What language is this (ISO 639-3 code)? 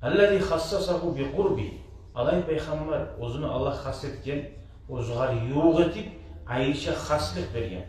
kum